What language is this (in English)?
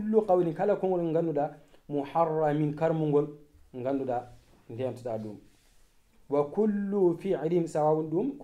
Fula